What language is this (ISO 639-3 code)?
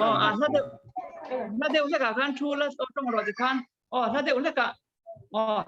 lus